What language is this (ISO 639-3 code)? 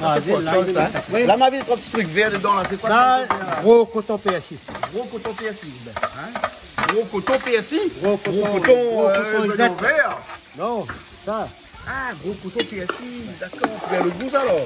rcf